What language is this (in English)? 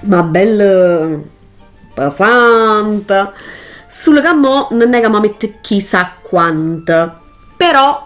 Neapolitan